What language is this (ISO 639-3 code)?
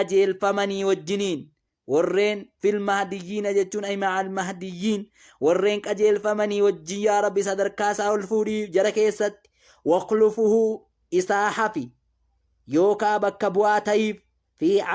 orm